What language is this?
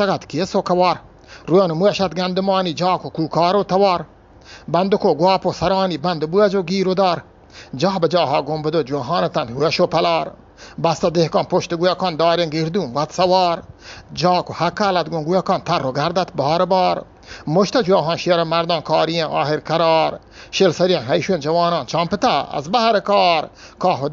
Eastern Balochi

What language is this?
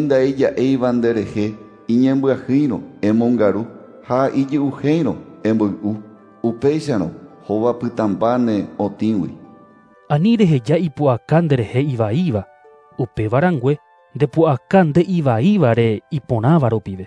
Guarani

